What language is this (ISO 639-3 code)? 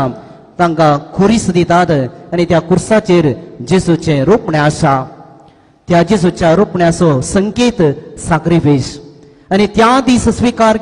kok